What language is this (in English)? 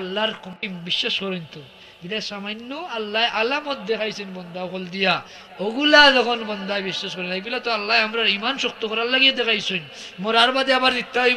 Sylheti